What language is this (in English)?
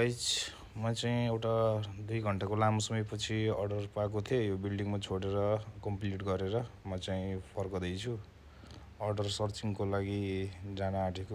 Nepali